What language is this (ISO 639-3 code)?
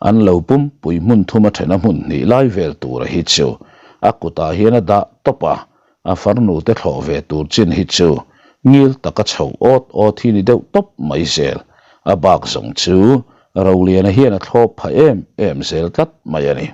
lus